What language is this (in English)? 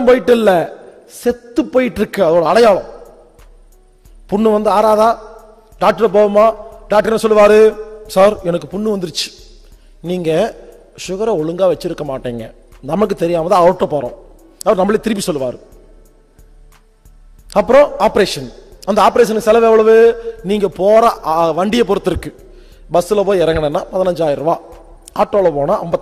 Tamil